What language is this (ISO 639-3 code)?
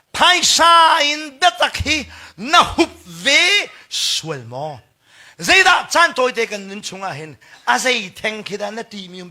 cnh